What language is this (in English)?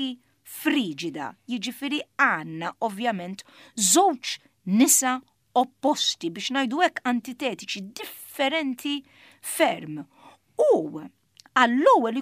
Maltese